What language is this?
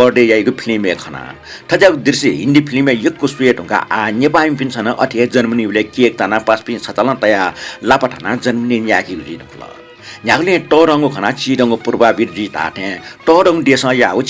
Newari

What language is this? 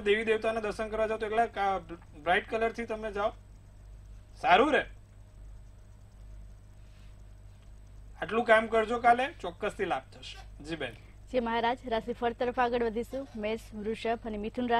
Gujarati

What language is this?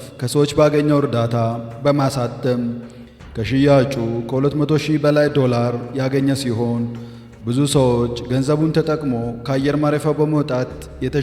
Amharic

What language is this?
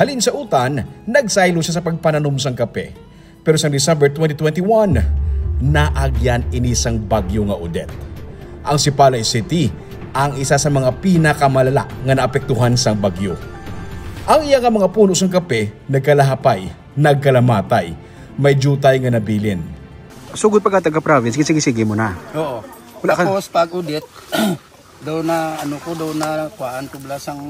Hiligaynon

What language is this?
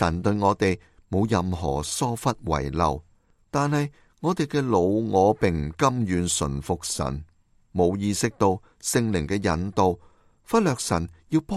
Cantonese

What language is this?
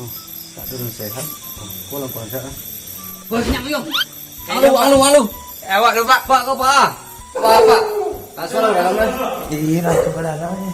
Minangkabau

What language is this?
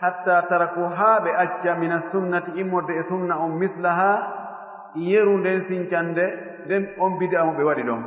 Fula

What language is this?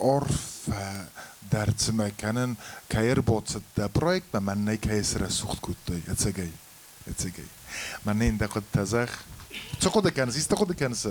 Ossetic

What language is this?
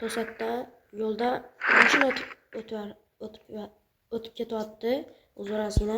Uzbek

